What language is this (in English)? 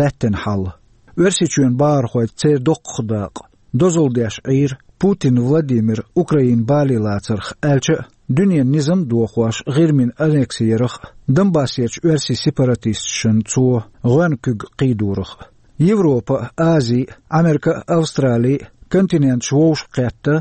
Chechen